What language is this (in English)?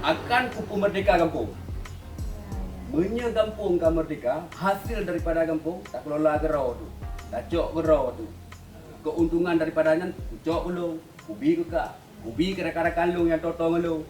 Achinese